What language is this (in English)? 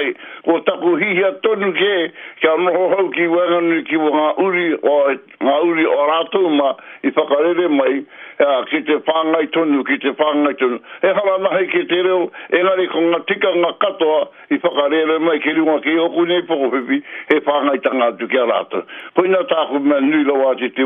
Māori